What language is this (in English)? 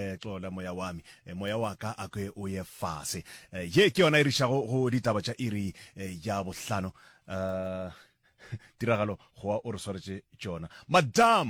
Northern Sotho